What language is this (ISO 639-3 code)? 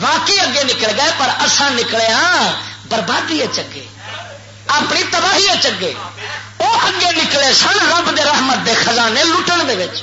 lah